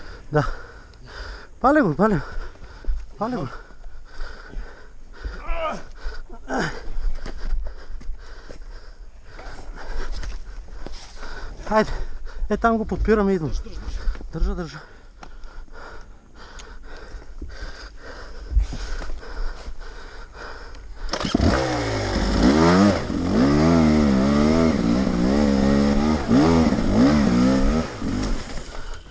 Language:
Bulgarian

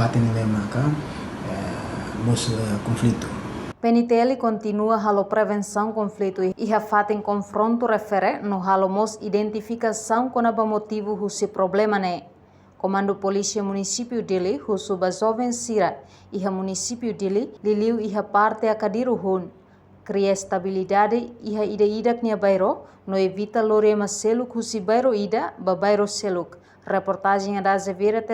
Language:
Tetum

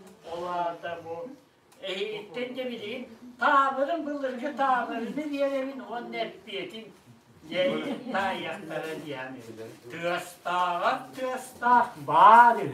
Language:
Yakut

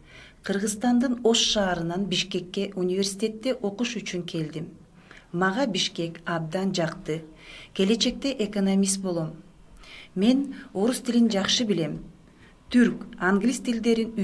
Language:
Kyrgyz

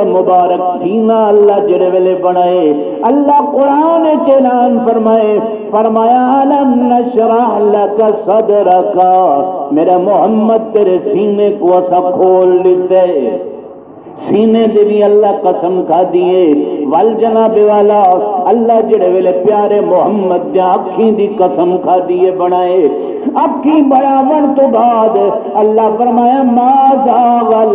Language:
Saraiki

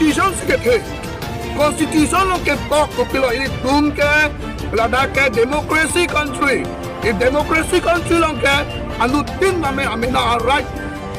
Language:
Karbi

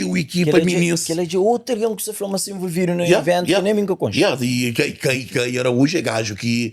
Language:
Kabuverdianu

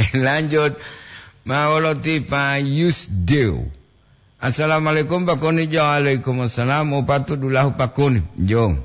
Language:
Gorontalo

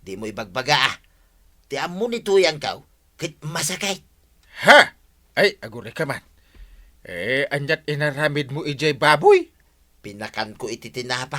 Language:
Iloko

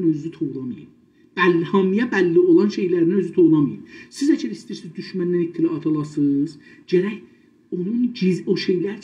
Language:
South Azerbaijani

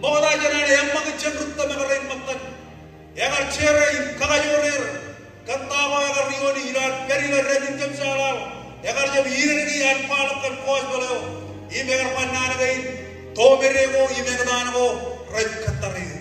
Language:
Marshallese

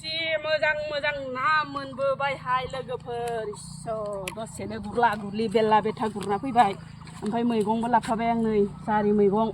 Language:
Bodo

